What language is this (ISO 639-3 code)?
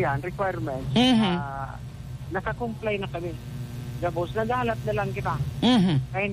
bik